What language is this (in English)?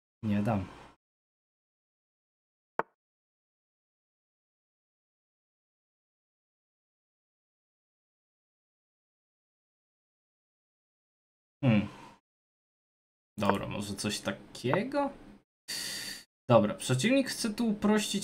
Polish